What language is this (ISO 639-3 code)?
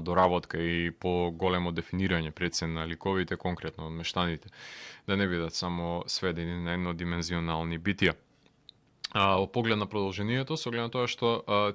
mkd